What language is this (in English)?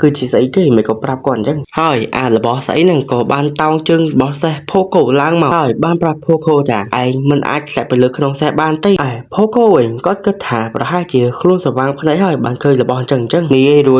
Khmer